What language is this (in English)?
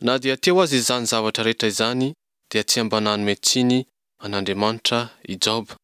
Malagasy